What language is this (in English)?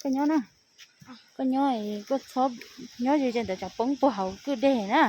Hmong